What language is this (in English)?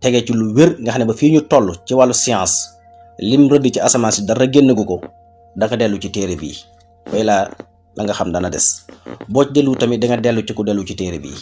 Wolof